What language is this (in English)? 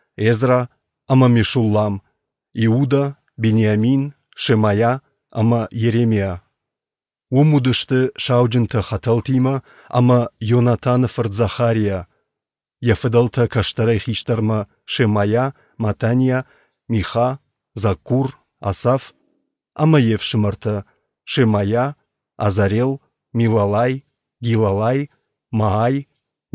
Ossetic